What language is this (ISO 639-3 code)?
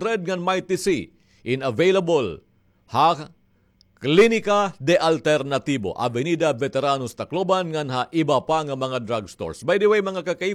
war